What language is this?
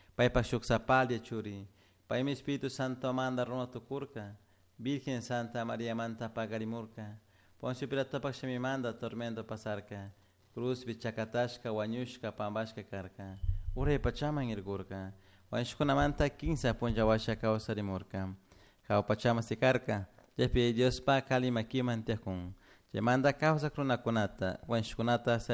Chimborazo Highland Quichua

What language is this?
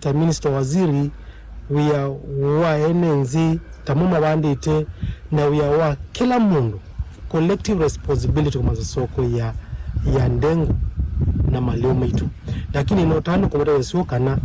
Kamba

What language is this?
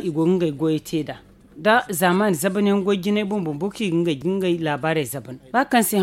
Zarma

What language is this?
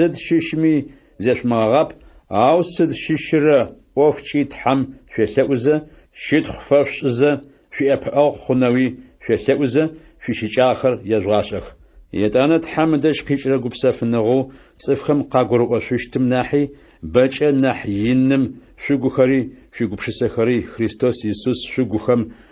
Adyghe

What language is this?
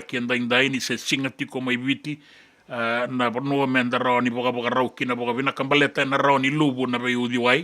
Fijian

